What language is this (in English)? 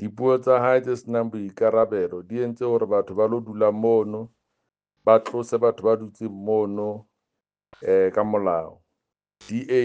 Southern Sotho